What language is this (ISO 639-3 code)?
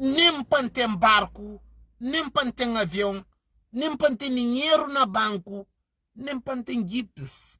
kea